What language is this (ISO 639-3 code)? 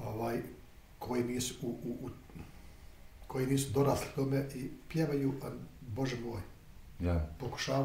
bos